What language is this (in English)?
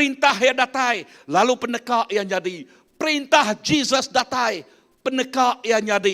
Iban